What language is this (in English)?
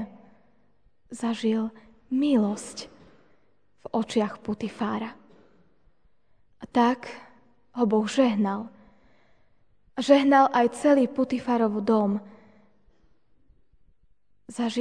Slovak